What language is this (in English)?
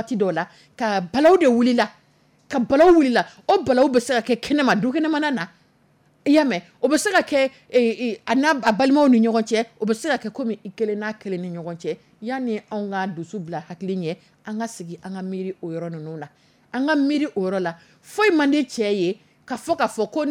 Dyula